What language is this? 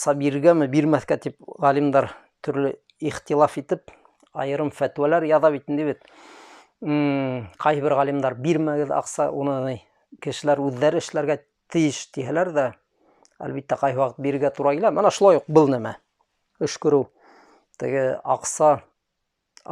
Bashkir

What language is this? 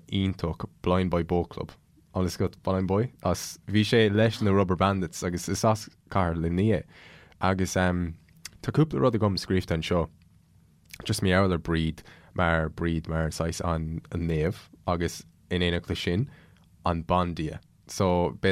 Irish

